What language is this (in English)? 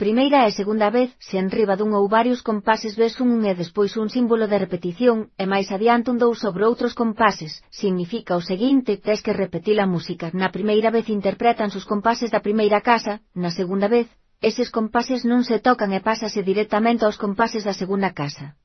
Galician